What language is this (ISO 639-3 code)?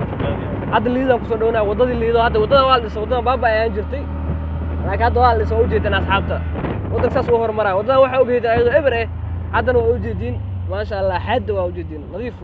som